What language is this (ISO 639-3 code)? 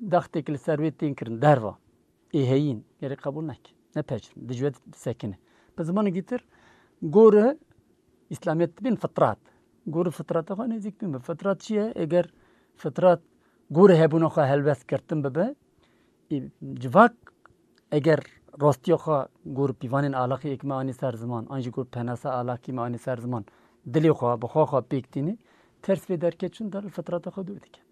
kur